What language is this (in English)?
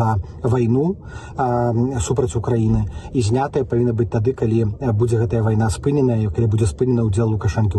Belarusian